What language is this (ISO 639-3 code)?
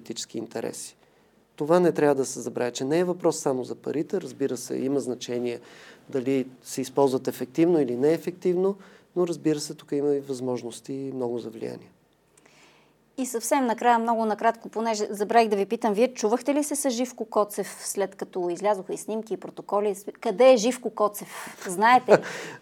bul